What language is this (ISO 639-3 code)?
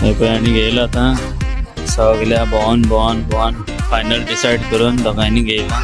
kok